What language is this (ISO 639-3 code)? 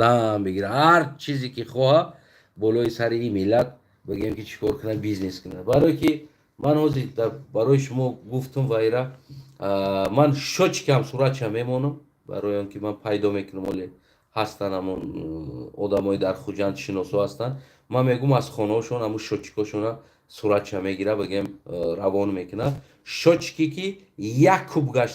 tgk